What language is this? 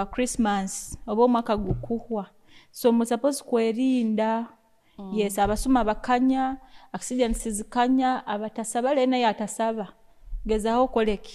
Nyoro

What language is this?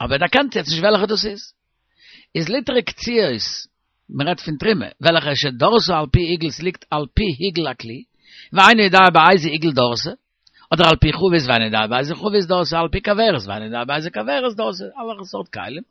Yiddish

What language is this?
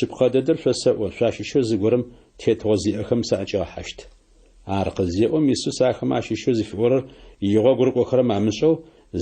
Adyghe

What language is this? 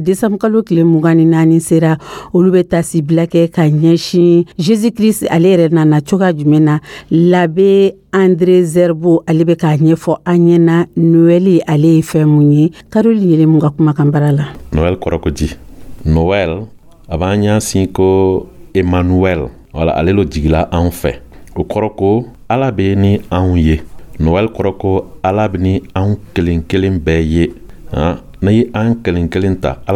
Dyula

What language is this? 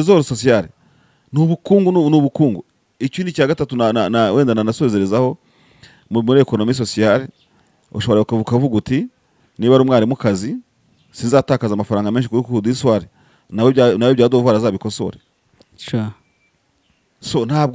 Kinyarwanda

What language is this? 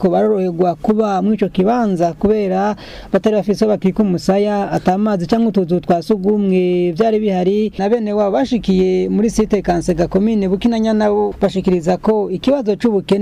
Rundi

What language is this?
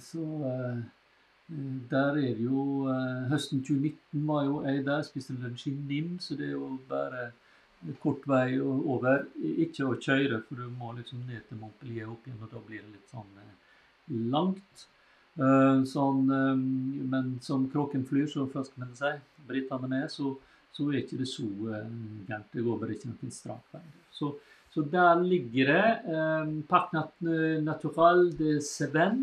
Norwegian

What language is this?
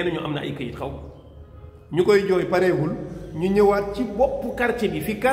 Wolof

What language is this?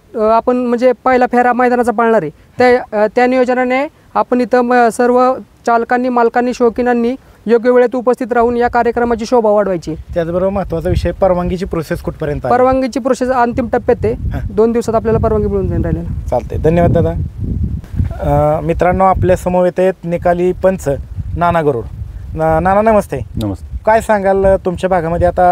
Marathi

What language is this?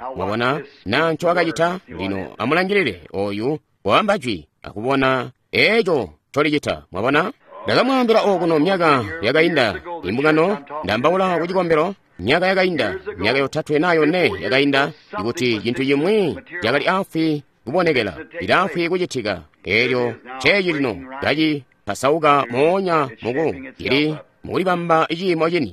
Tonga (Zambia)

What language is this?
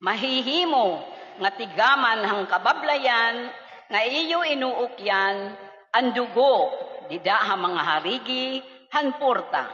Waray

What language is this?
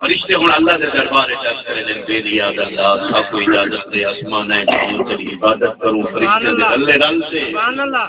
Saraiki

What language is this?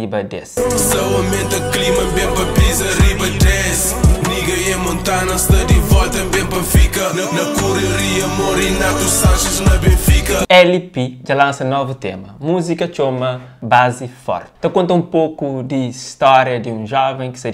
Kabuverdianu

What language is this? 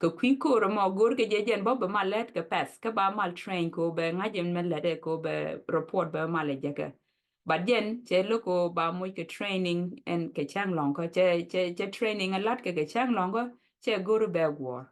Nuer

